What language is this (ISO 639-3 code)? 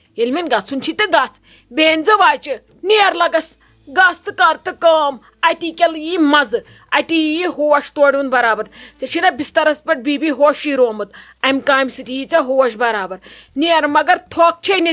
kas